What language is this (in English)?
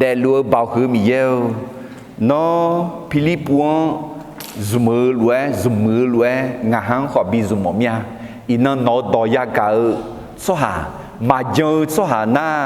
Akha